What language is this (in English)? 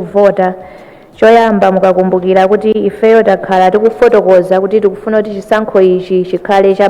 Nyanja